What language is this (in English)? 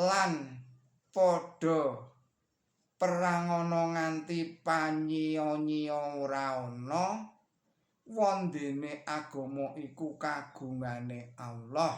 Javanese